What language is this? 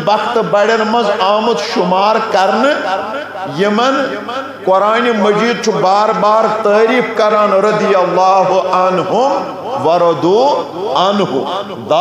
Kashmiri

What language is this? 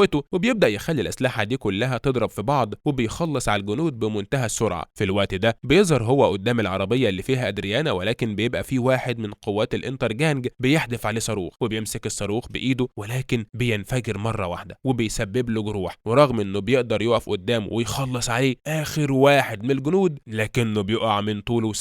Egyptian Arabic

